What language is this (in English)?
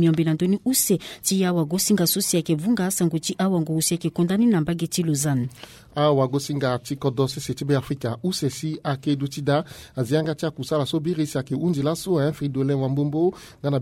Sango